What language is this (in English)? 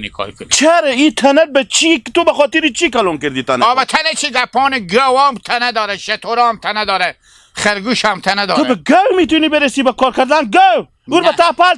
Hazaragi